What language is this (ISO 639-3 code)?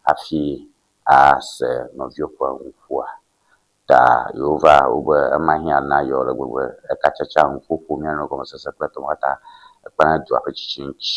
ewe